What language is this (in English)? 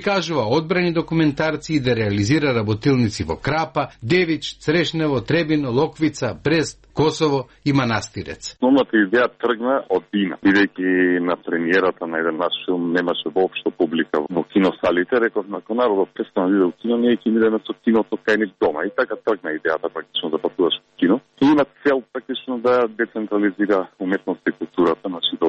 Macedonian